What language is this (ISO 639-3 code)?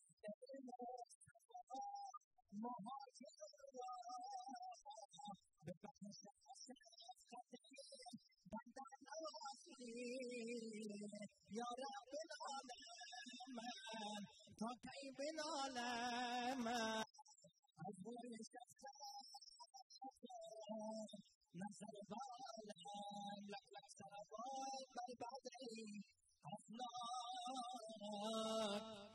fas